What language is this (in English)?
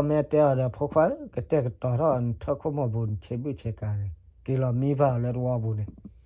S'gaw Karen